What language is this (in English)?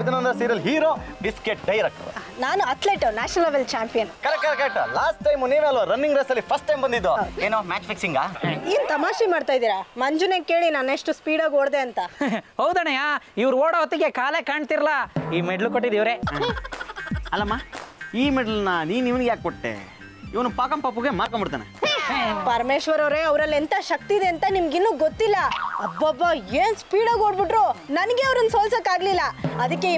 Kannada